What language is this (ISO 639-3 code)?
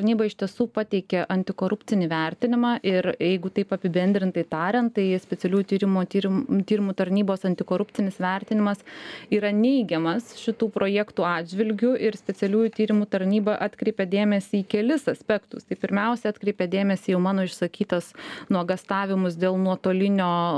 lit